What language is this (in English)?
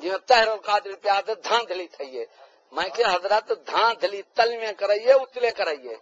Saraiki